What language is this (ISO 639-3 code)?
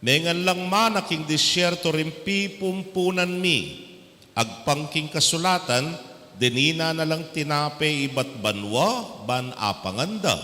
pam